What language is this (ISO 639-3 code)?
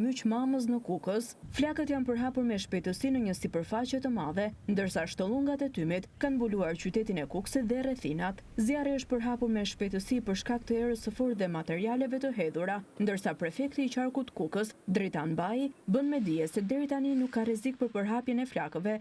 sqi